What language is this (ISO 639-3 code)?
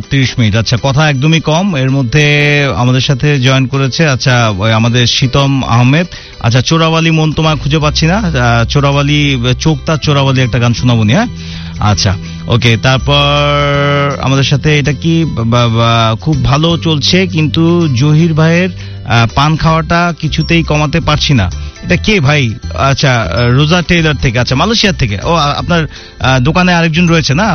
ben